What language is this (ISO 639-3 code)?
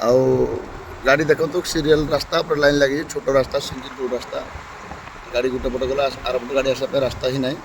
ori